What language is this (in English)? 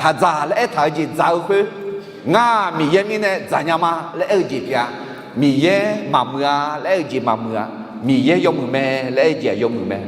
Akha